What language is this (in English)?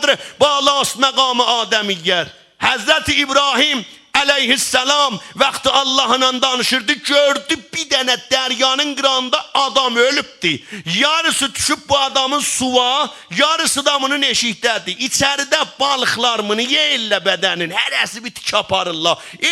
South Azerbaijani